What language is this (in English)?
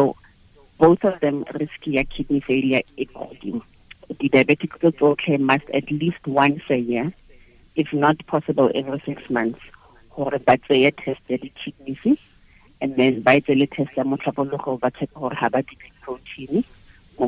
Tswana